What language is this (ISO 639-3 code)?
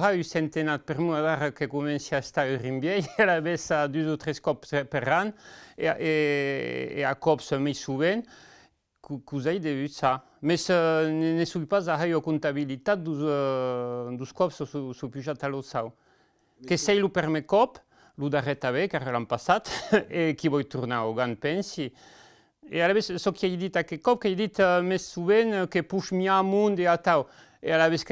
oci